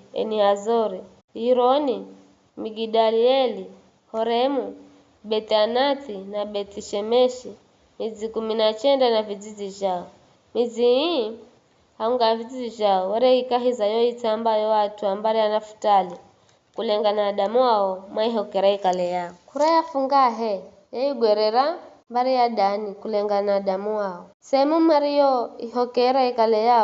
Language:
Giryama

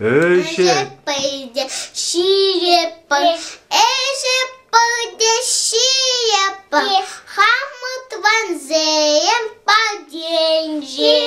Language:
Chuvash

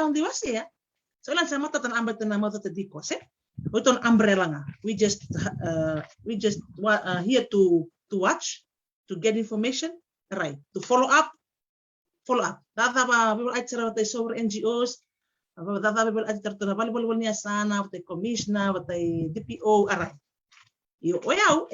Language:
Fijian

